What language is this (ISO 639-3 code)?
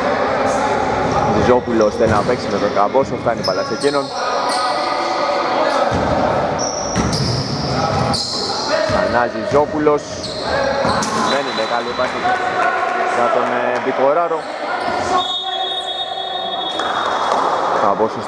ell